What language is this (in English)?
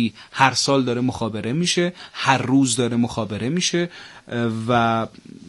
Persian